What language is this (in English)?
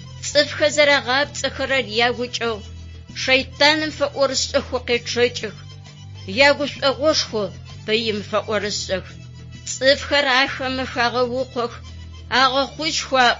Adyghe